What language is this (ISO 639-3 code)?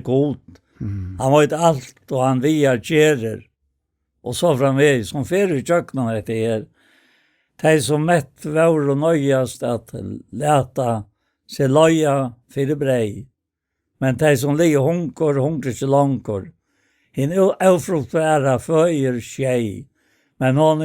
fao